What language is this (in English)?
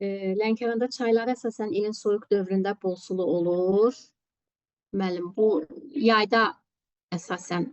Azerbaijani